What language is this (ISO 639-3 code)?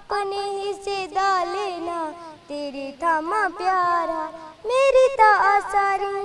doi